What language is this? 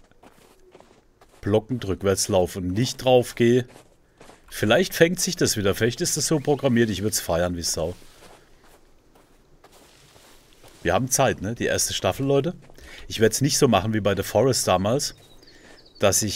German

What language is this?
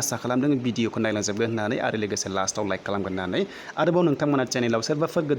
Bodo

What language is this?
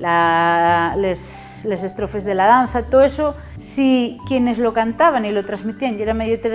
Asturian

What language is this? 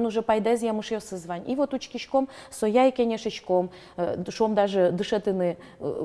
Udmurt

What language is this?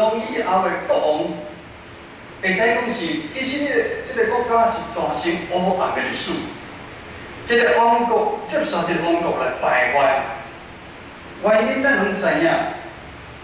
Min Nan Chinese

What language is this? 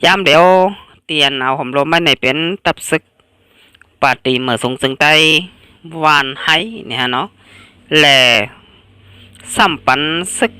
Shan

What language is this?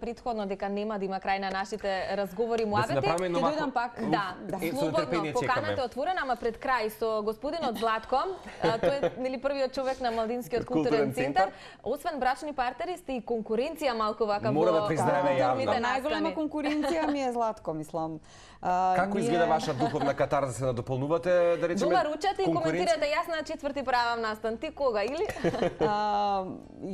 Macedonian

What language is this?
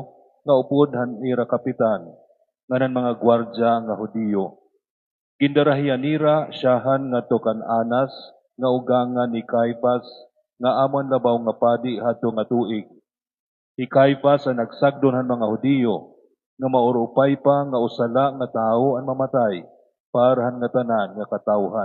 Waray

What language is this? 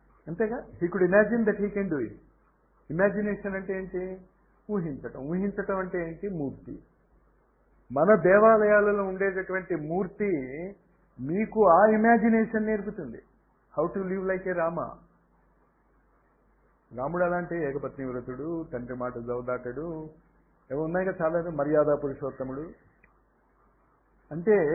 Telugu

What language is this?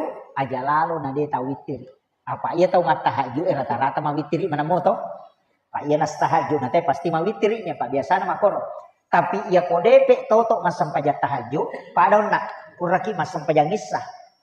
Buginese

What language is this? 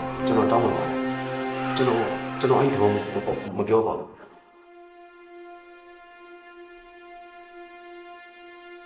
Burmese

